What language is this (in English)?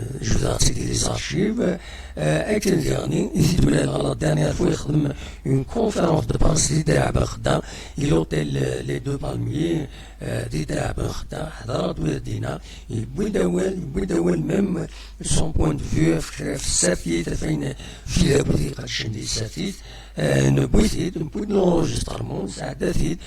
Kabyle